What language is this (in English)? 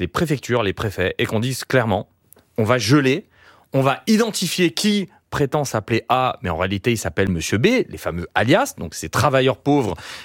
French